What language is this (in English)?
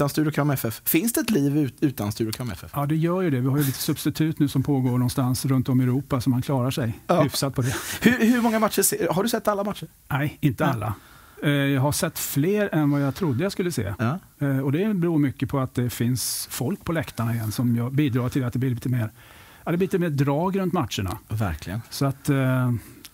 Swedish